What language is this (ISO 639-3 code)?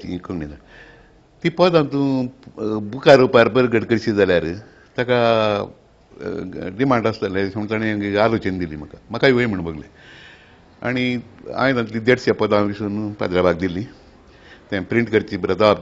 kok